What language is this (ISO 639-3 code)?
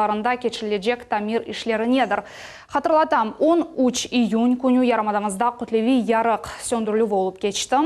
crh